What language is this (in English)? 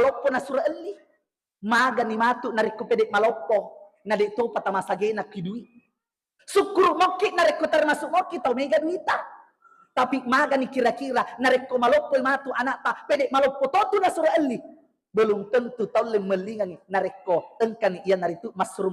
Buginese